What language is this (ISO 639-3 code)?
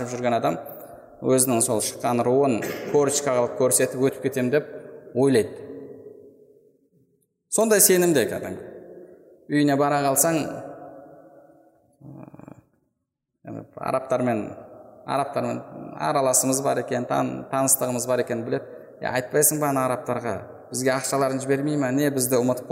kaz